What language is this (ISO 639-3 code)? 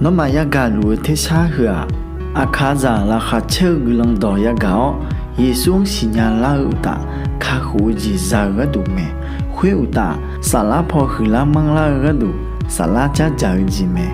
ahk